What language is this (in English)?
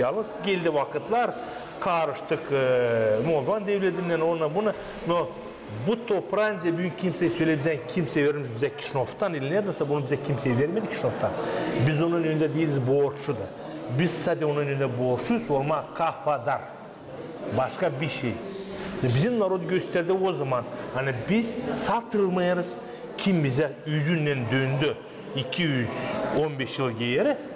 Gagauz